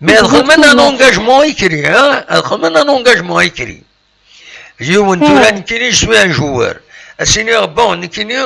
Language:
Kabyle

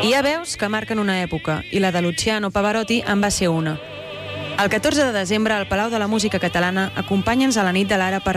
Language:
Catalan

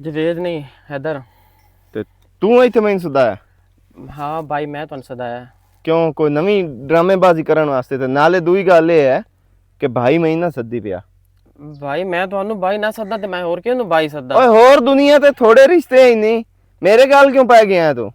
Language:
Western Panjabi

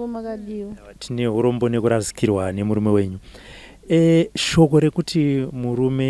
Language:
Shona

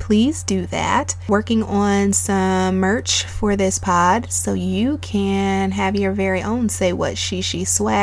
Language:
English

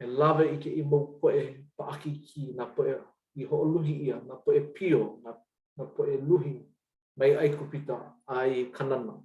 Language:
Hawaiian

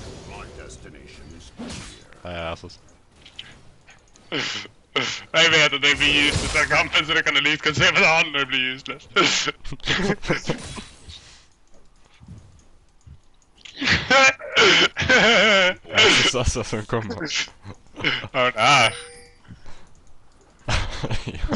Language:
Norwegian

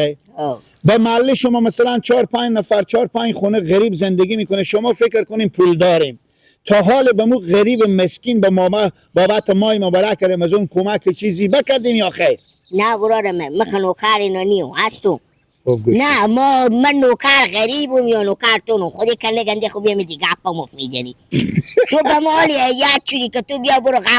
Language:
Persian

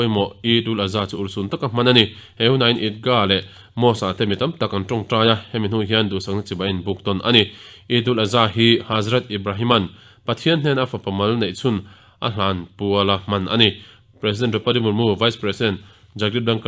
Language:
Mizo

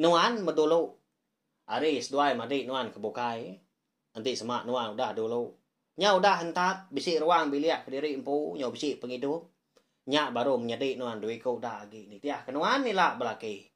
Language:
Iban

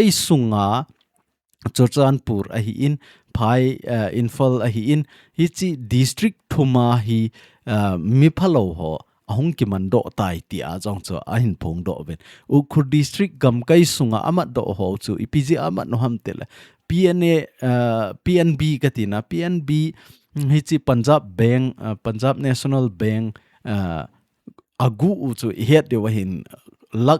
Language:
Thado Chin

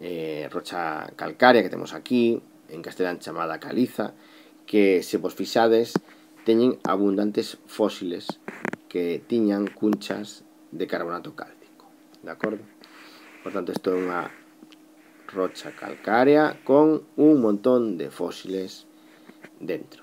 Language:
Galician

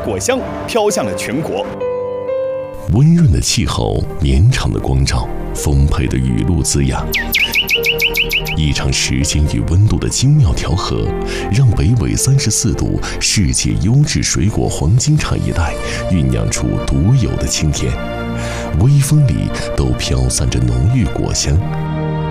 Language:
Chinese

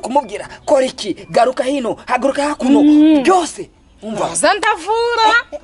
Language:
Kinyarwanda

